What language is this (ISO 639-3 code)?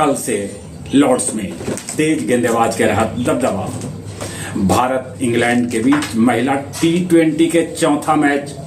mag